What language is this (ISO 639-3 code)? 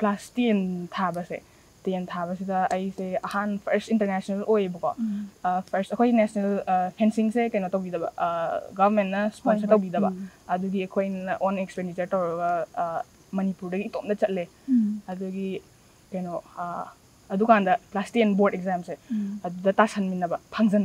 mni